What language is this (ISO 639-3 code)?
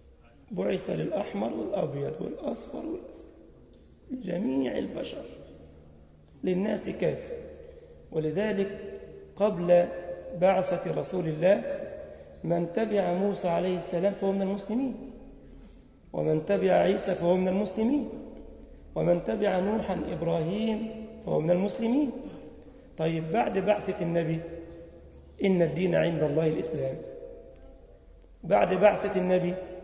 ara